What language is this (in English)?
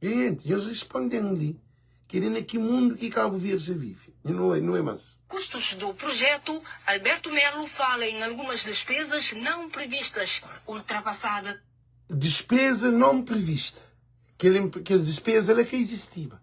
Kabuverdianu